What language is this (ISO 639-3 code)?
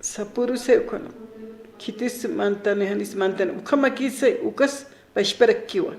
aym